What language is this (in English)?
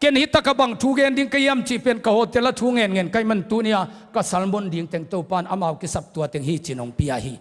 Tedim Chin